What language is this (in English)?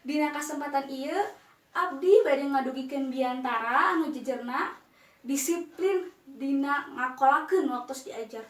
Sundanese